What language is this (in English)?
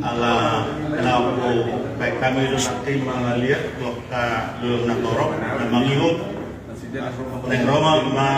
Batak Toba